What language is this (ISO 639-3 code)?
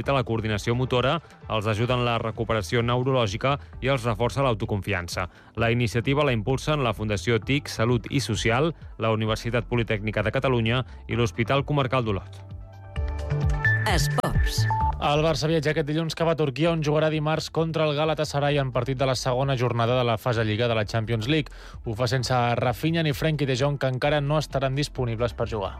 cat